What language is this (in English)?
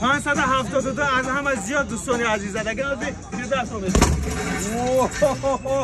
Tajik